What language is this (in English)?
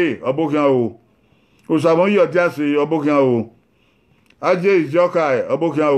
Bini